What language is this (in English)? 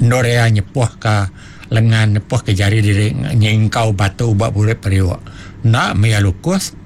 Iban